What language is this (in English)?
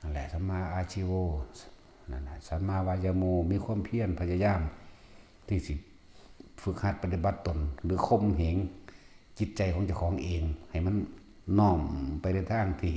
Northeastern Thai